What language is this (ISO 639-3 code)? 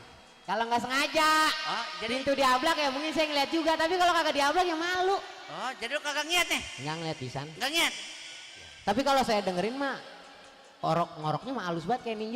bew